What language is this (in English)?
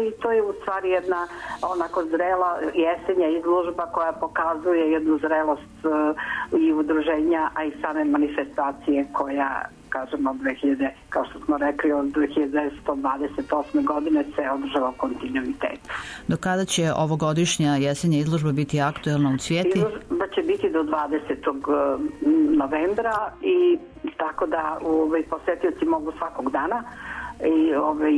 Serbian